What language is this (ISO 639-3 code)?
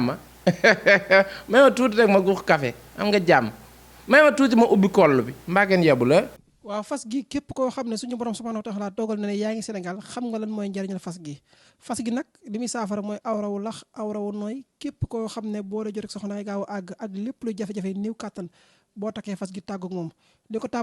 wol